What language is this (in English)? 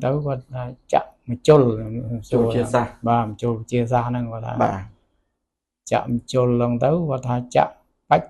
Khmer